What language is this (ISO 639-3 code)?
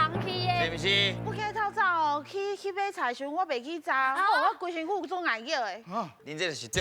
nan